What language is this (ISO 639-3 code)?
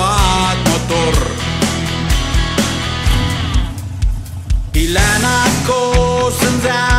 ron